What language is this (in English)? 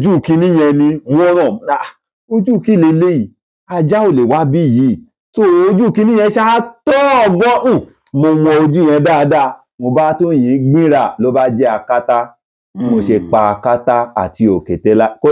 Yoruba